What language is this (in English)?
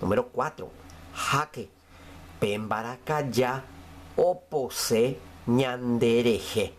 Guarani